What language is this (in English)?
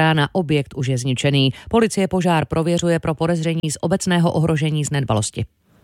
Czech